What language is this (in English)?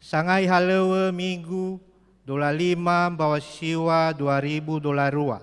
Nias